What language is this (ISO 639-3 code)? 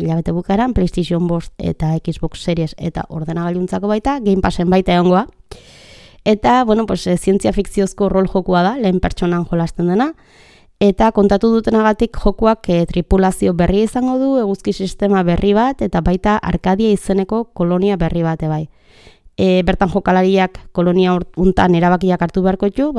eus